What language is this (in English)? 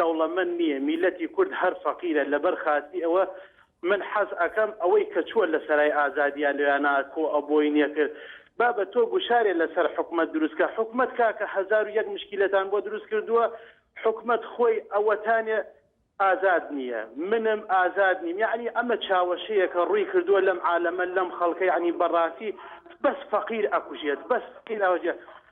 Central Kurdish